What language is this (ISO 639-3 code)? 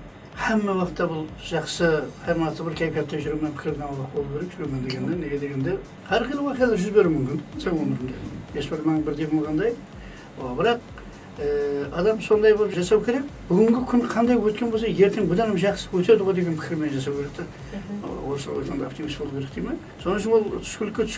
kaa